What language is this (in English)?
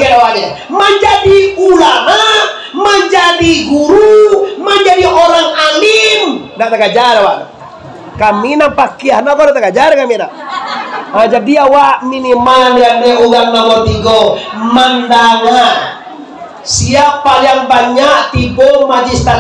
Minangkabau